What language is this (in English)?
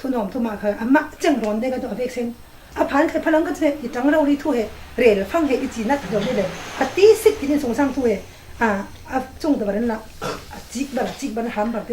Falam Chin